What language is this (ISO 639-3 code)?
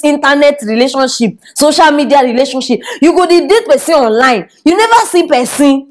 pcm